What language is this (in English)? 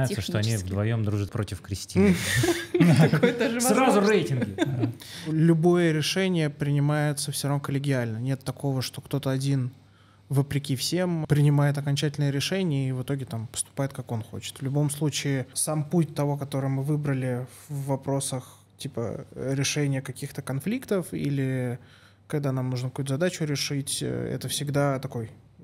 Russian